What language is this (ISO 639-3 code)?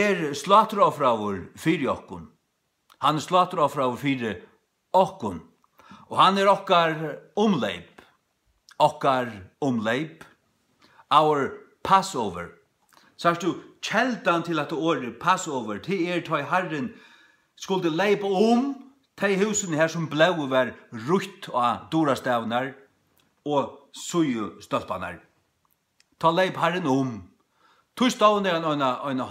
fao